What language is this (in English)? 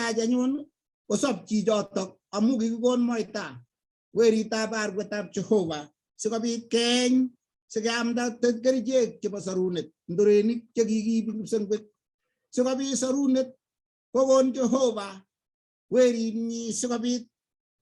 Kalenjin